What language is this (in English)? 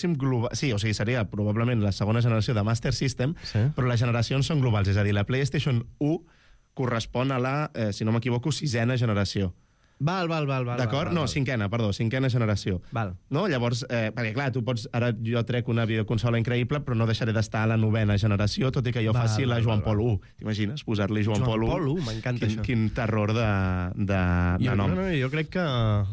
Catalan